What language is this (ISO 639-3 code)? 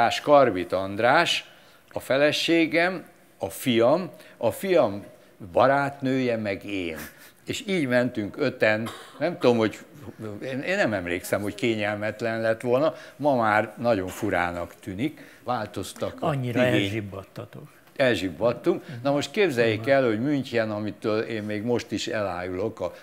hun